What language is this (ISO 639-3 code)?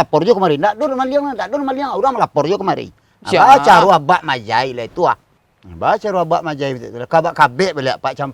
min